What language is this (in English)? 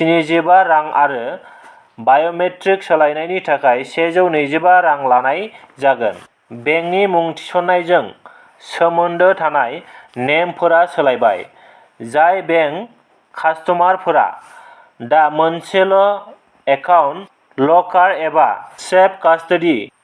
Bodo